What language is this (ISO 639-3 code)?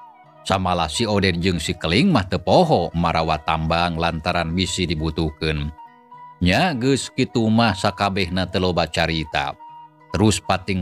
sun